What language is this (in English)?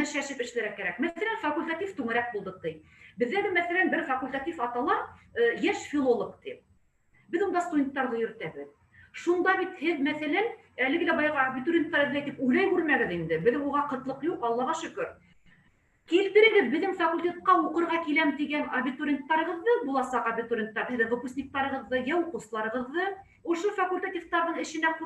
Bashkir